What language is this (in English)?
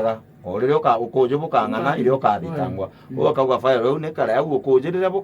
Meru